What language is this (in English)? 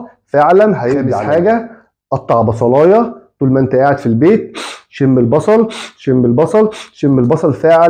Egyptian Arabic